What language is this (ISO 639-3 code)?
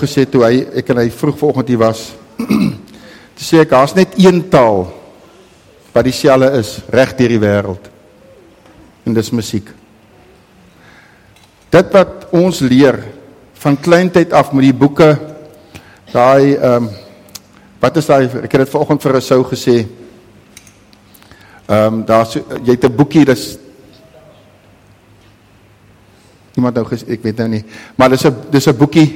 afr